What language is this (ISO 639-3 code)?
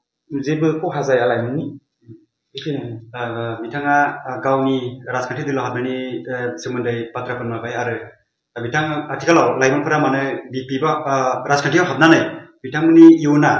brx